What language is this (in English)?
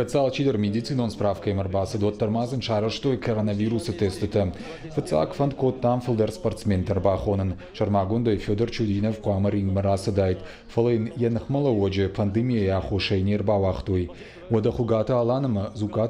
Ossetic